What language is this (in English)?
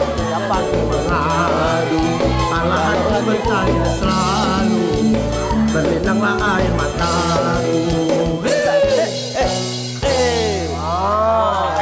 Musi